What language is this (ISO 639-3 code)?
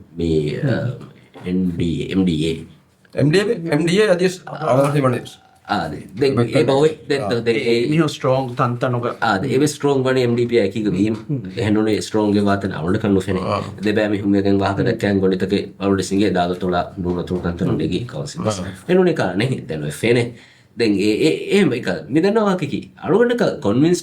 div